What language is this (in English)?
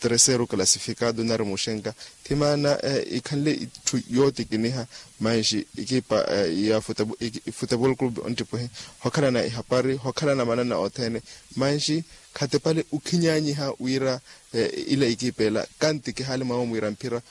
Makhuwa